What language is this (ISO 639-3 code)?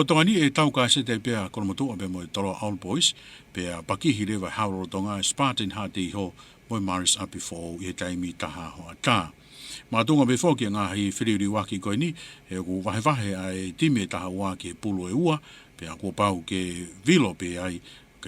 ton